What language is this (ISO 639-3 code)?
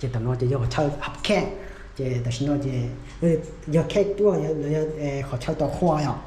hmn